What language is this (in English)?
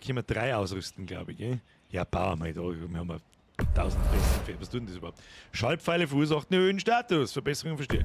Bavarian